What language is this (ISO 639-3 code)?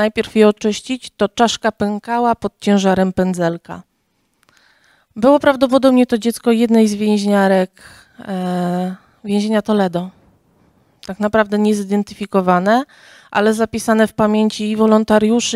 pol